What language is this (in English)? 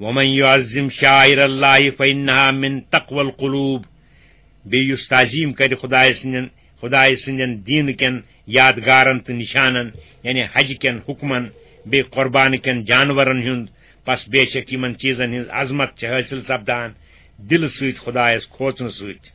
Kashmiri